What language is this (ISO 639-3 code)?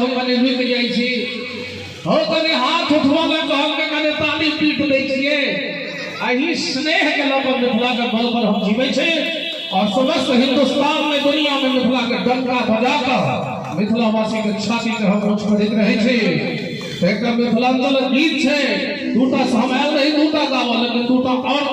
mai